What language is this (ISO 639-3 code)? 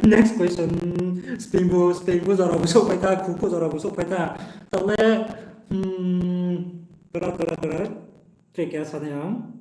ria